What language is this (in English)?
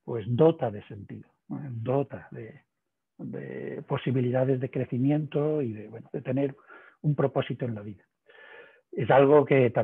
Spanish